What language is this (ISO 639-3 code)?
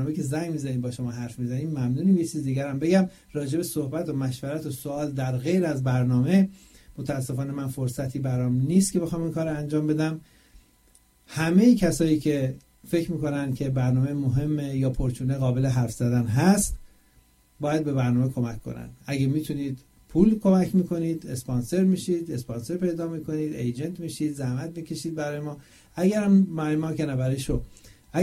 fas